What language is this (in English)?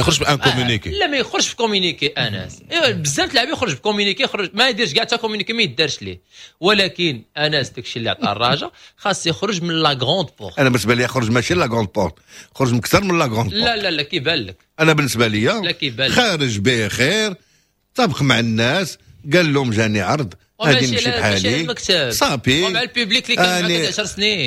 Moroccan Arabic